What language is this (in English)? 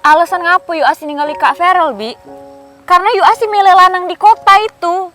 Musi